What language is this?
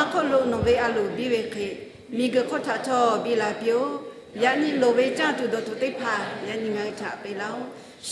Lahu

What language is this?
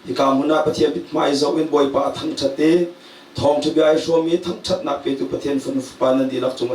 Hakha Chin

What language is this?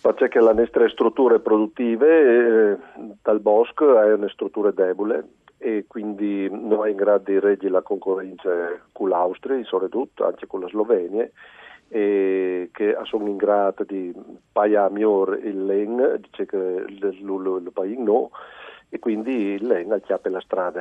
Friulian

